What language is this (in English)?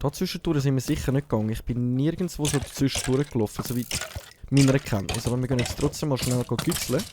Swiss German